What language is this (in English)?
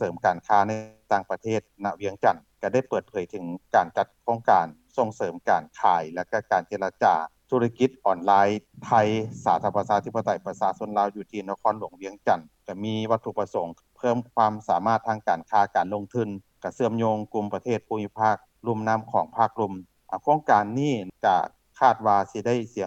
Lao